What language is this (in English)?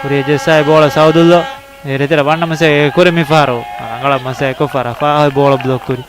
Divehi